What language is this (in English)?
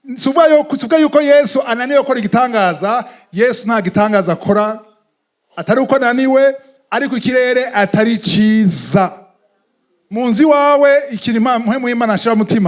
Rundi